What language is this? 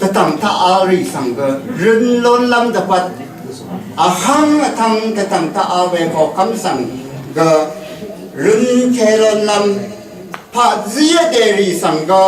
Rawang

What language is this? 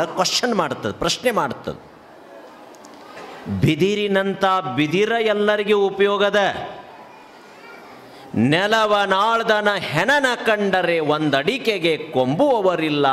Kannada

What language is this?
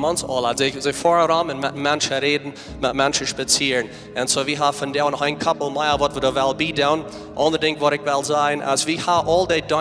Plautdietsch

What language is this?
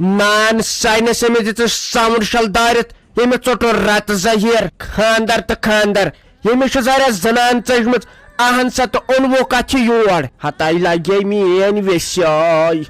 Kashmiri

